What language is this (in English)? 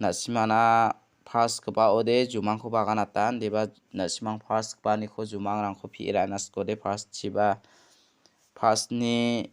Garo